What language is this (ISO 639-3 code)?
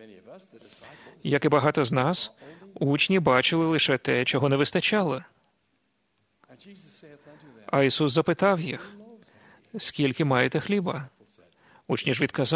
ukr